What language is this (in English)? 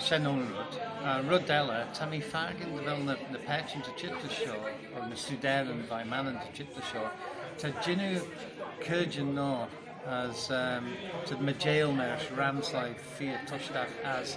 Manx